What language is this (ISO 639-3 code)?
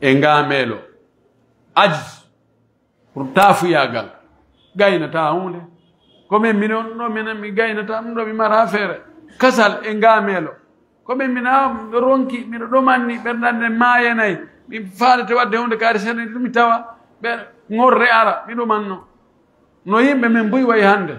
fuf